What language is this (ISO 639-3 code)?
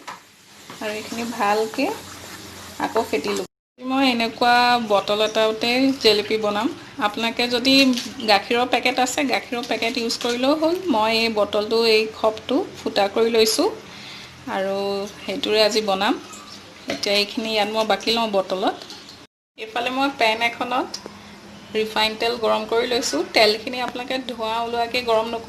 asm